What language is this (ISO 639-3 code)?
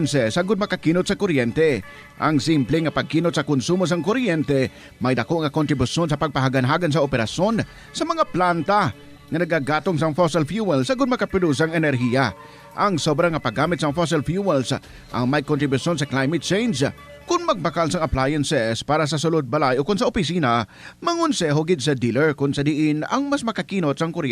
hil